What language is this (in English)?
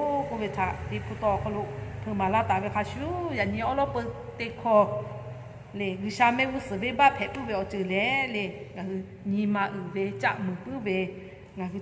Lahu